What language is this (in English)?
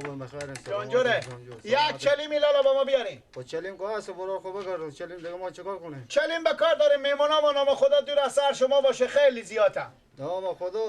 Persian